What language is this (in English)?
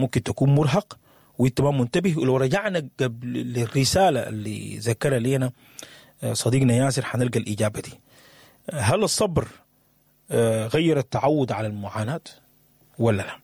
Sudanese Arabic